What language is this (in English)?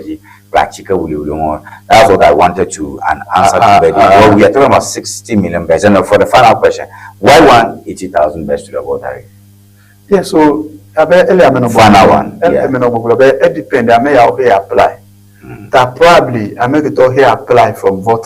Ewe